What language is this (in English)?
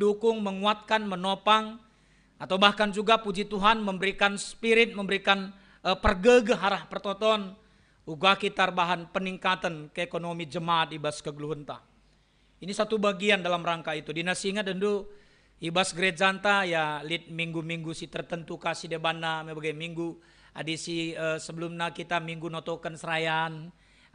Batak Karo